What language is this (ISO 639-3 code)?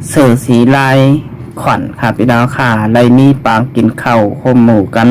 shn